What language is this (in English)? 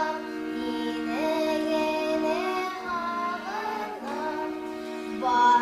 Bashkir